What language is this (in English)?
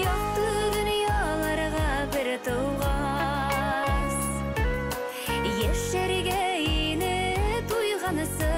Bashkir